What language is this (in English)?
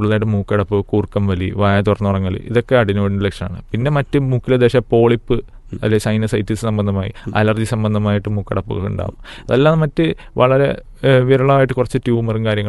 Malayalam